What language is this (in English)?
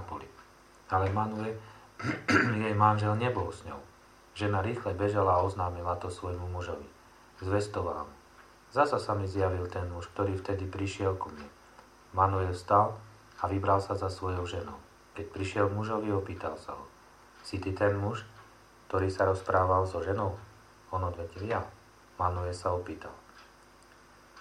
Slovak